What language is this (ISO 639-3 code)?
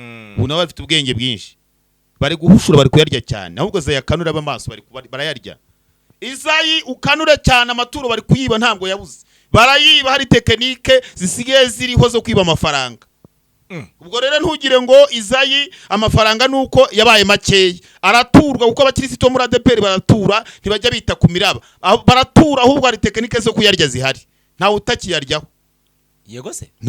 kin